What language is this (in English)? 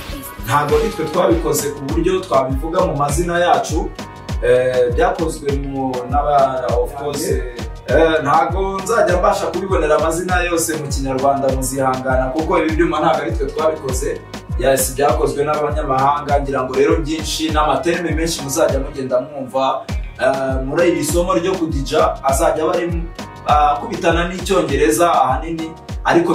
Kinyarwanda